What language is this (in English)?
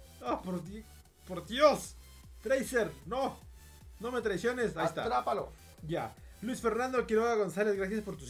Spanish